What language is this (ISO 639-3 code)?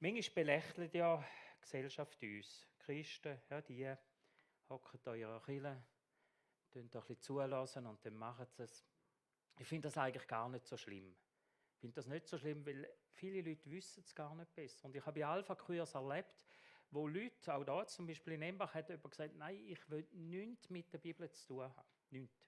gsw